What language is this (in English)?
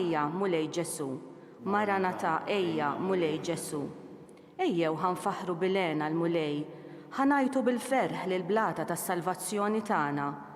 Maltese